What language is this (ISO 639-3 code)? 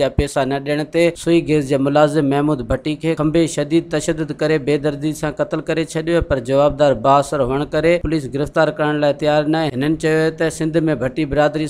snd